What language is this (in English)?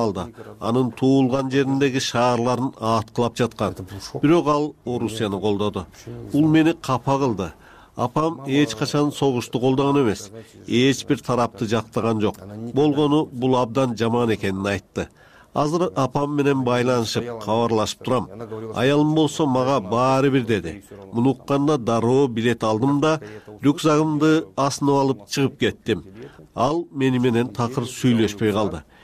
Kyrgyz